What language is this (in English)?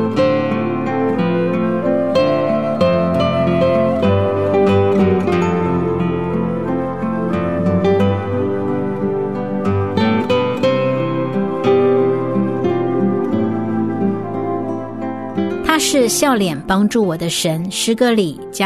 Chinese